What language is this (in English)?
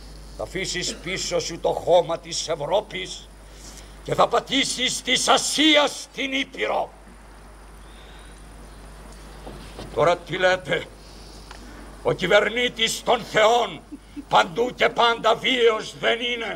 Greek